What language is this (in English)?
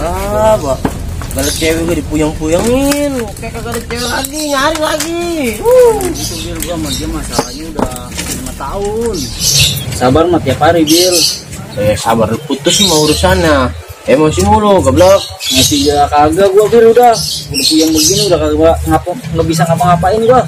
Betawi